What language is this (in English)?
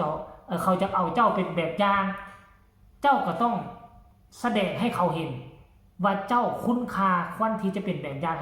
Northeastern Thai